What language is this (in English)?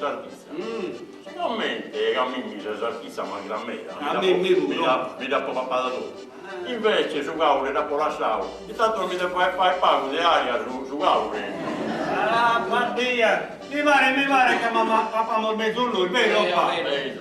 Sardinian